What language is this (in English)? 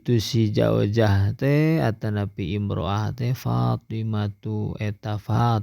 Sundanese